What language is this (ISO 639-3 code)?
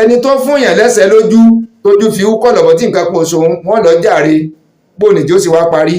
yor